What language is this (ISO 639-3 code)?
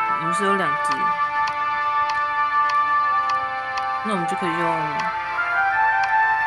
zho